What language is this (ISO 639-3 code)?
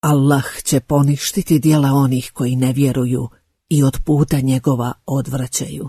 bos